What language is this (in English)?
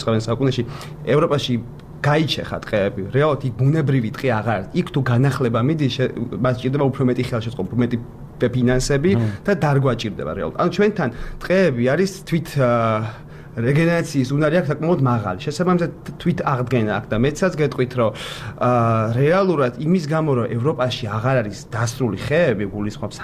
Georgian